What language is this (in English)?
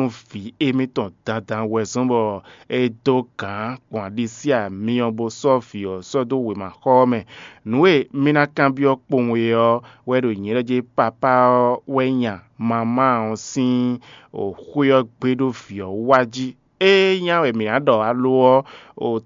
Fon